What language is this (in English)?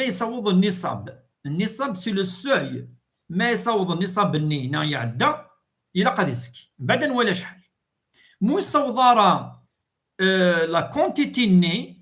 Kabyle